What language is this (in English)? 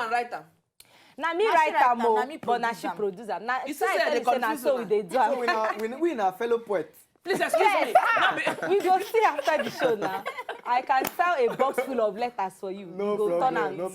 Nigerian Pidgin